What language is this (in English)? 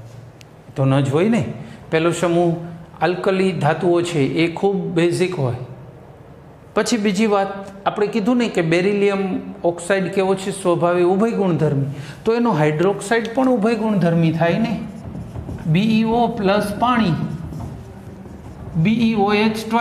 Gujarati